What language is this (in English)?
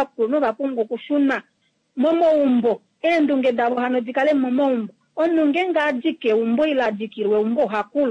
Kuanyama